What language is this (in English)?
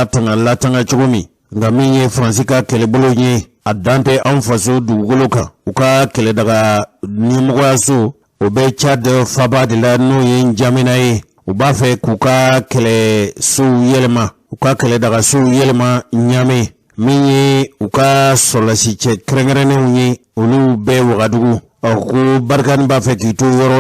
Bambara